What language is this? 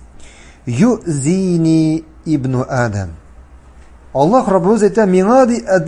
Tatar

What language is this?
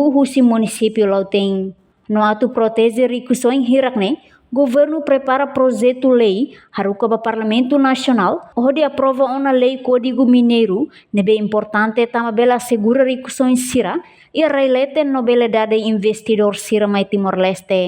Tetum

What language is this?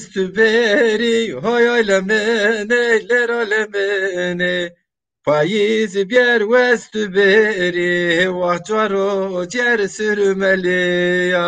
Zaza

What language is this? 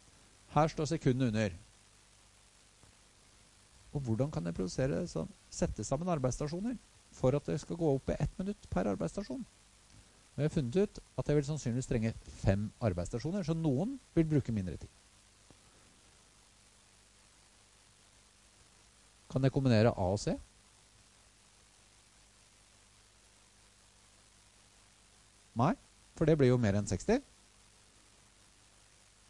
Norwegian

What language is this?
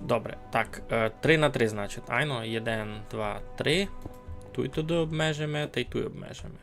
Rusyn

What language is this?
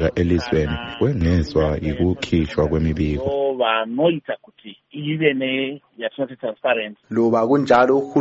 North Ndebele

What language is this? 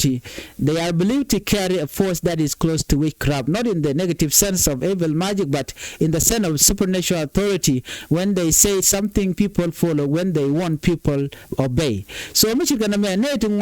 Nuer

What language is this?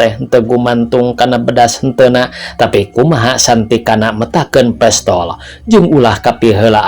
Sundanese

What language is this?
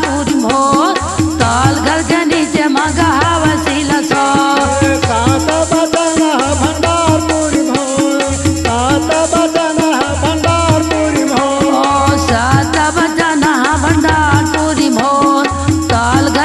Chhattisgarhi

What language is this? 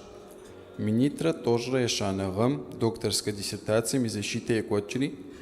Kabardian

